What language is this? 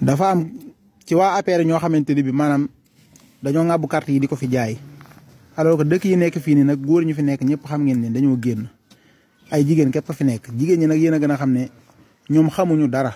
Wolof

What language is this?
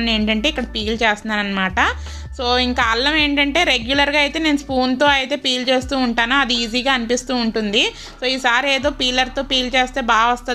Telugu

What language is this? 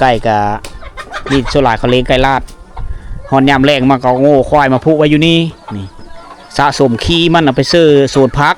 Lao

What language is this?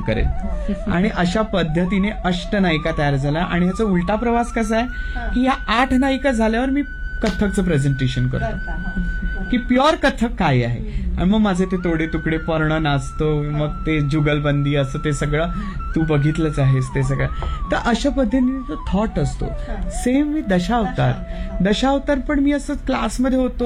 Marathi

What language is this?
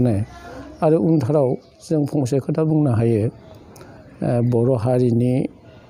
Bodo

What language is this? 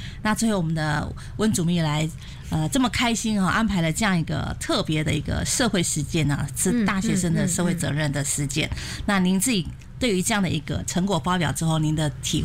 Chinese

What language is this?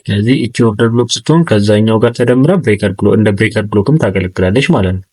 Amharic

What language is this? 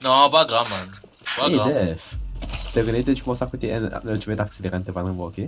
Morisyen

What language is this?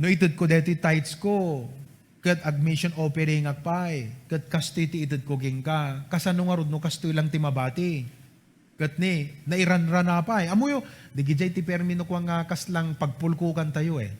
Iloko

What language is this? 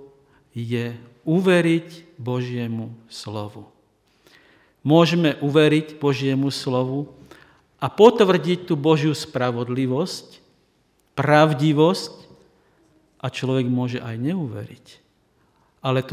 Slovak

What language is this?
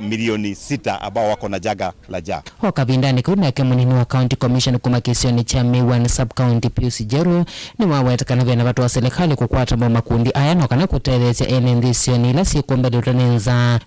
Kamba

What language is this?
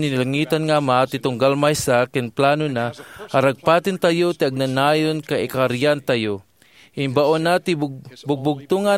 Iloko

